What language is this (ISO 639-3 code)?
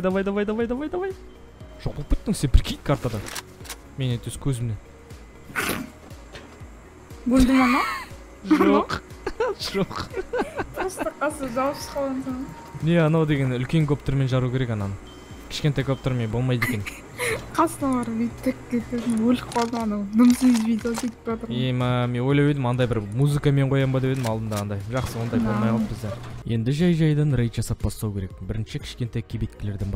kaz